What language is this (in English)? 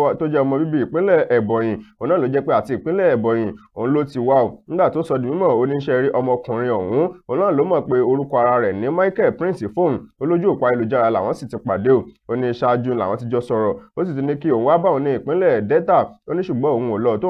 Yoruba